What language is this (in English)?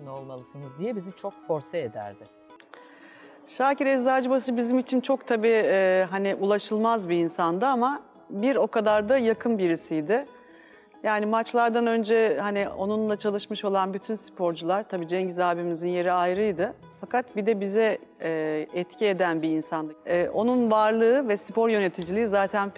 Turkish